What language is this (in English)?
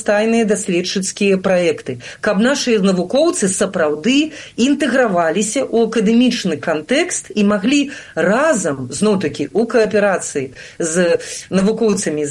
Belarusian